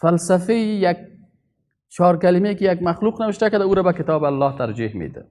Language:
Persian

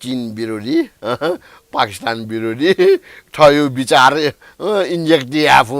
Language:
Newari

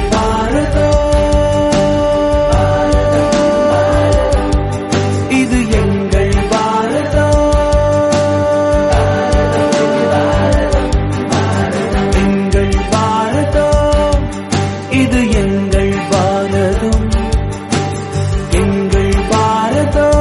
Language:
Tamil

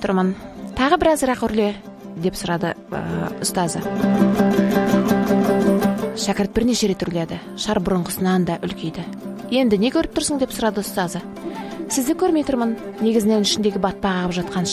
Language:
Kazakh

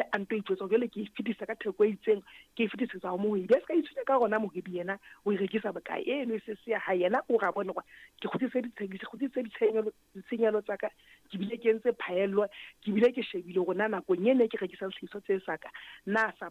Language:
Southern Sotho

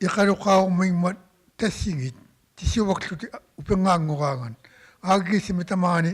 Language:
Inuktitut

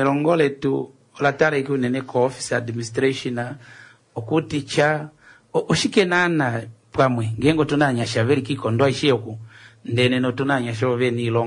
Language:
Kuanyama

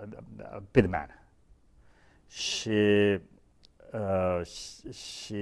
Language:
Romanian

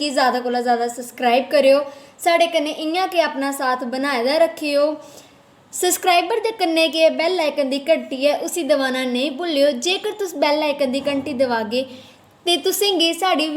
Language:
Dogri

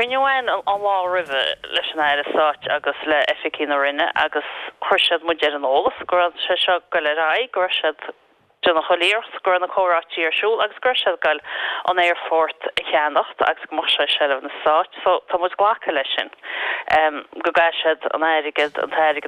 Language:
Irish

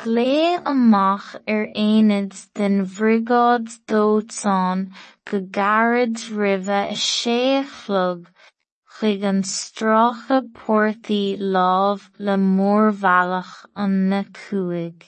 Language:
Irish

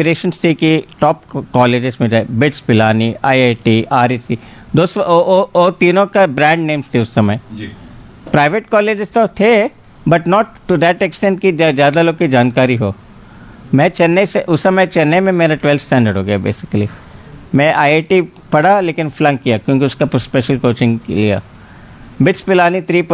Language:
Hindi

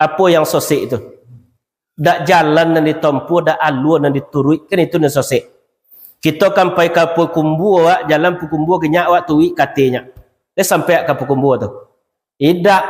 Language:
Minangkabau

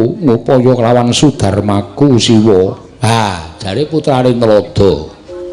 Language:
Javanese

